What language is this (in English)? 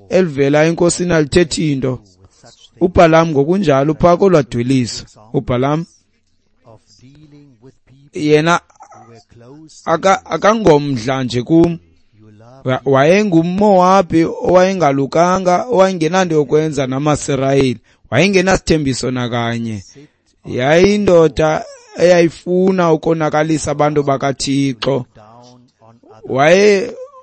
Xhosa